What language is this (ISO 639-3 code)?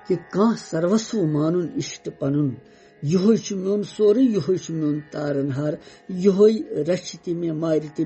kas